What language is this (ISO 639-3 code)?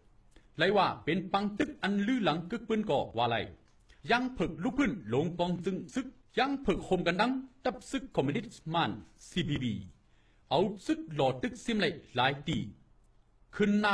shn